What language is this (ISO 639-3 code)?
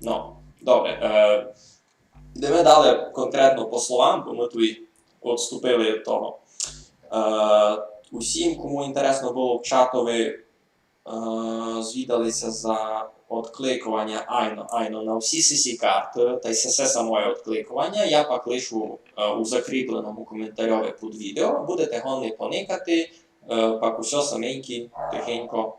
rue